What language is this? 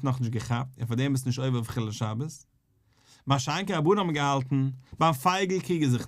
Yiddish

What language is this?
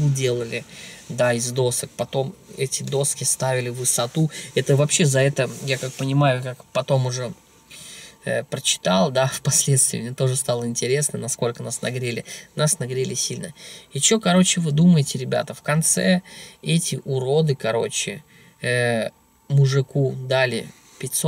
Russian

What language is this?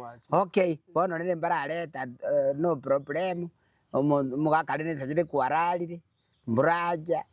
Gusii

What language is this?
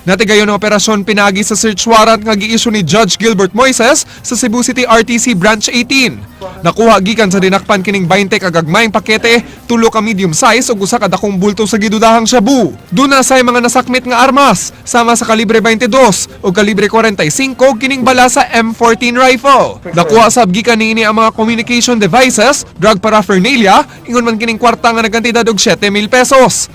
Cebuano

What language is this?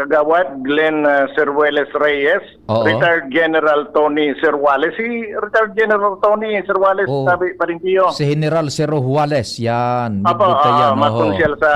Bikol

